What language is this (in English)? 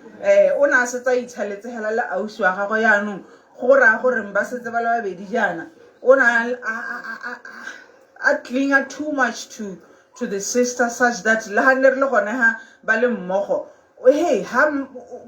Tswana